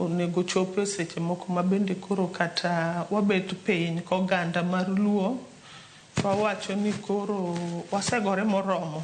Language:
Luo (Kenya and Tanzania)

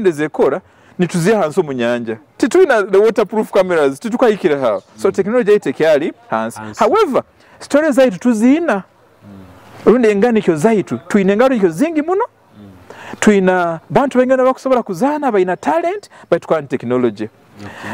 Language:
Nyoro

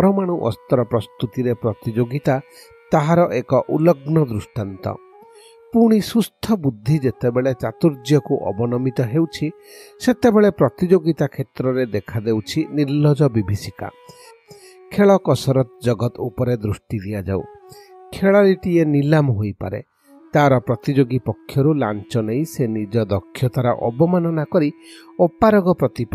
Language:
Odia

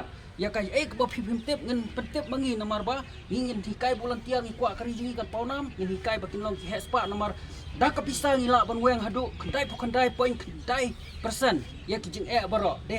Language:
Khasi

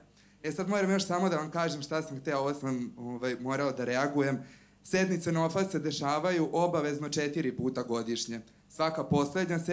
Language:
Serbian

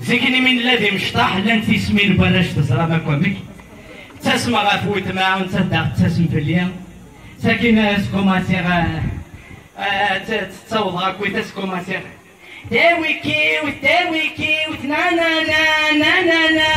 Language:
Kabyle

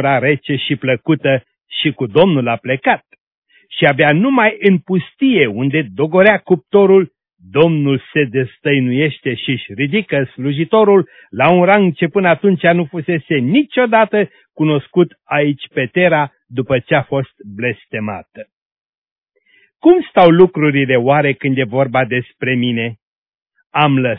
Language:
Romanian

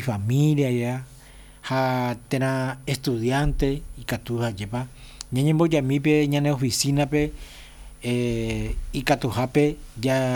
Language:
Guarani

